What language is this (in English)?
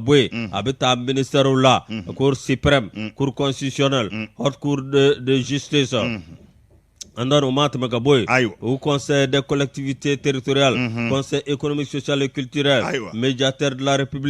Bambara